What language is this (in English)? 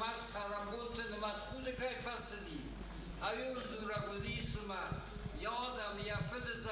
Ossetic